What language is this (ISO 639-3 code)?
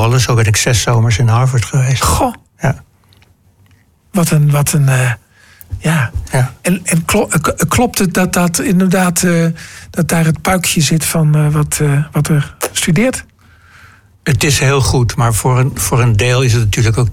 nld